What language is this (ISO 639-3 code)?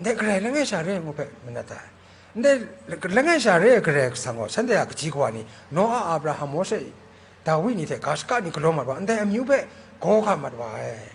kac